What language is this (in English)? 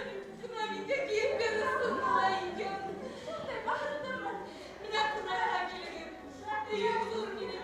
Bashkir